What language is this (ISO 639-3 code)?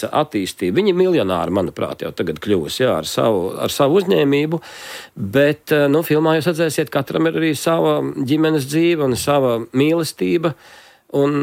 lav